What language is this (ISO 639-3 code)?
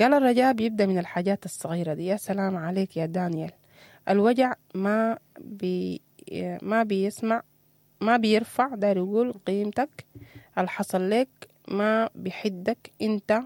apd